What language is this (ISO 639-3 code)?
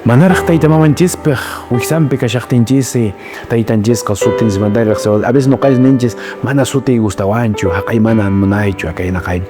que